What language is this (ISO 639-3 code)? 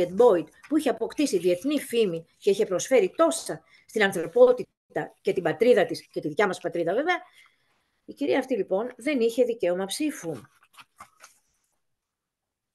ell